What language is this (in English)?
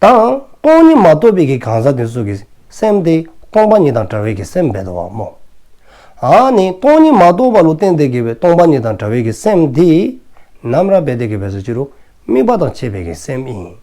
Dzongkha